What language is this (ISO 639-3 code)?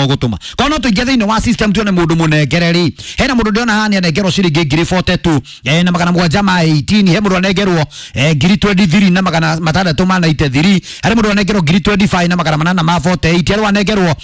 kik